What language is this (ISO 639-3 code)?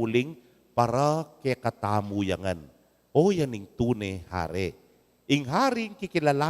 pam